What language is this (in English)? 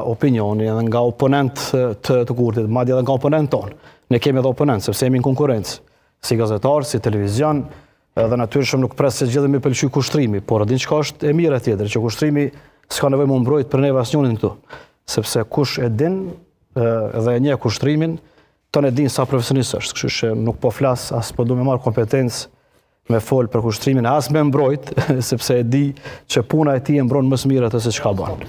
Albanian